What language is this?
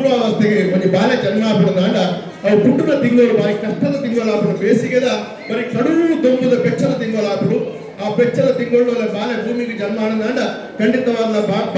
Tulu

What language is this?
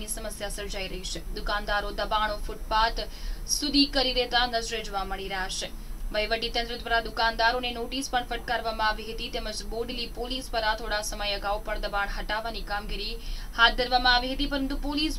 Gujarati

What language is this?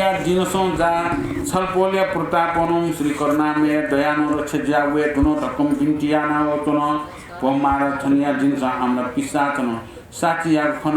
Newari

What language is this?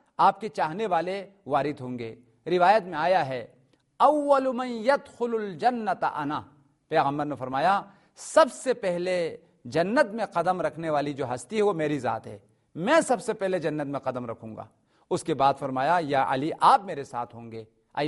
Urdu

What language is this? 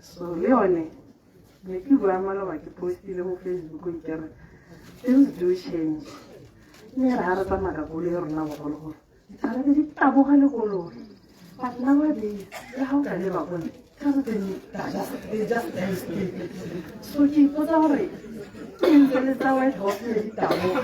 Tswana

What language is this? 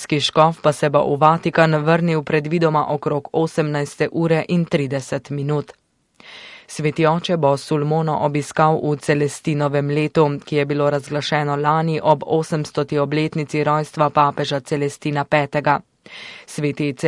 Slovenian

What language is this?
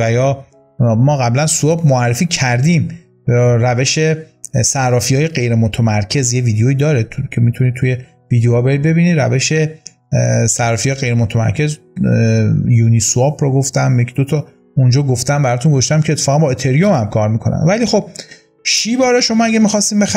Persian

